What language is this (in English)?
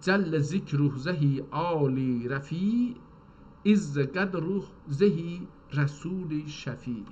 South Azerbaijani